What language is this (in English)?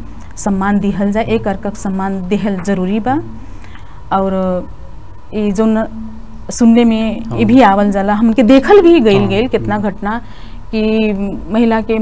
Bhojpuri